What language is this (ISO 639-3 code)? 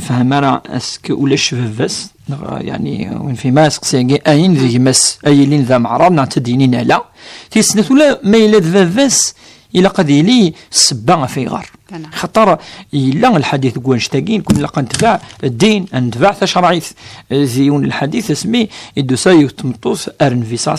kab